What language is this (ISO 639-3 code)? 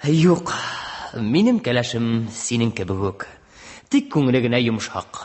tat